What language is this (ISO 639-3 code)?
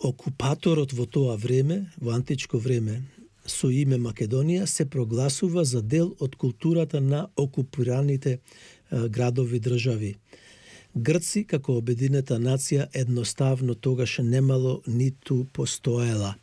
mkd